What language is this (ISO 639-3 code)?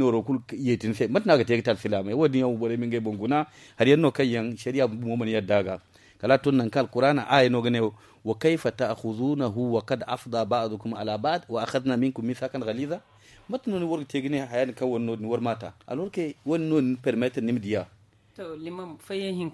dje